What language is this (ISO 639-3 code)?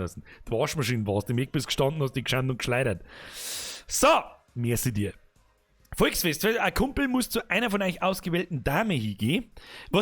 bar